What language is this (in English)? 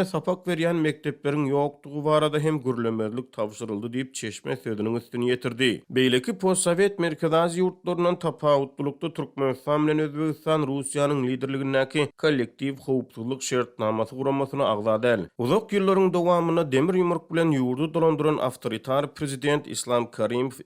Turkmen